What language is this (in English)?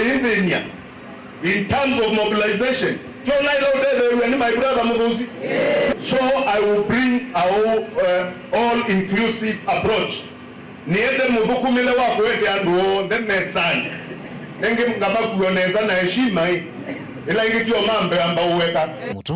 Kamba